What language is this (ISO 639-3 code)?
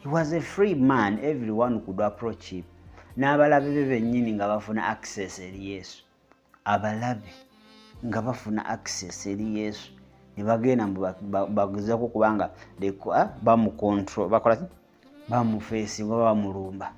lug